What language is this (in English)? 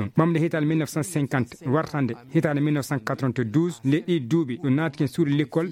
Fula